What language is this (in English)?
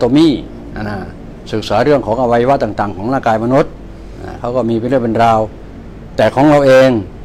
Thai